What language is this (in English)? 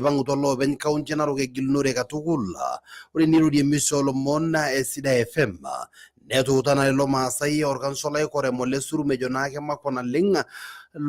Masai